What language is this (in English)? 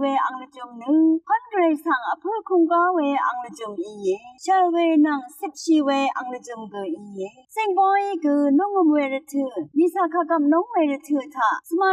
Rawang